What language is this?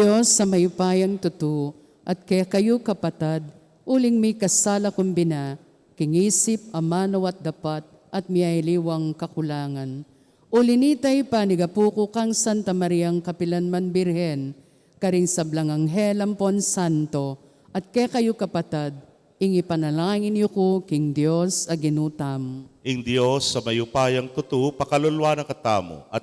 Pampanga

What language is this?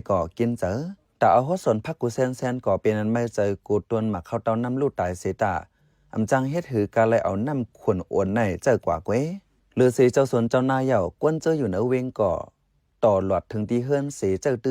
Shan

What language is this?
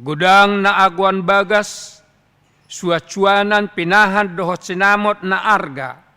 Batak Toba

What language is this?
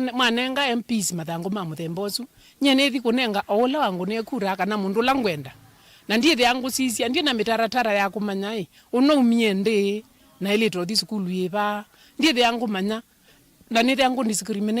Kamba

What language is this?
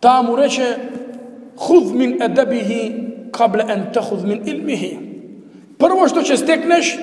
Macedonian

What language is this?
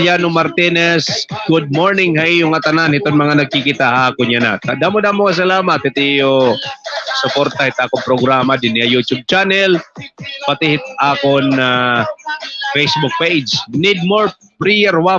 Waray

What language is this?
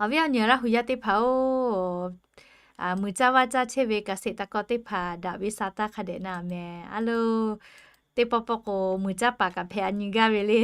Lahu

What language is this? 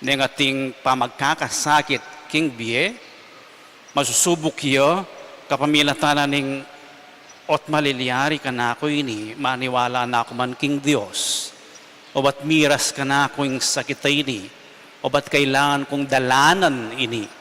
Pampanga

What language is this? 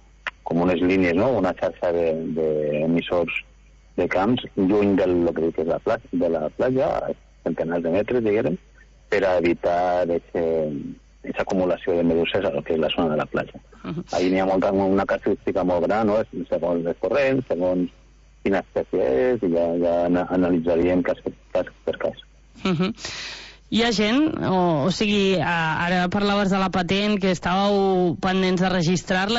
Catalan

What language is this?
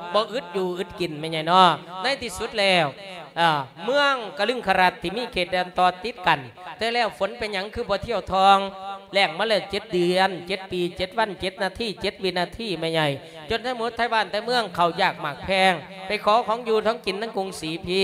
Lao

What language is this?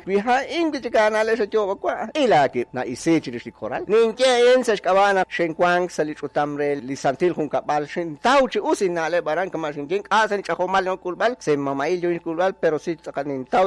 Kekchí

